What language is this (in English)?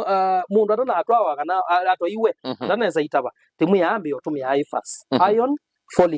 Kamba